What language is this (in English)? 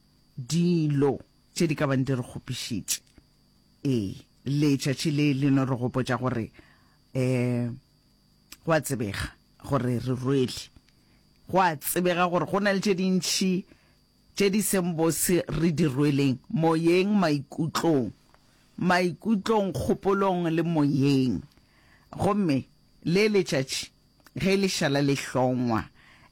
Northern Sotho